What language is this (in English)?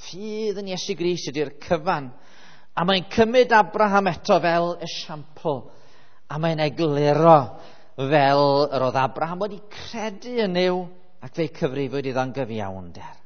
Welsh